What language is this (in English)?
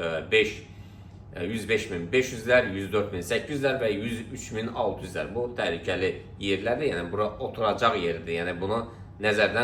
Azerbaijani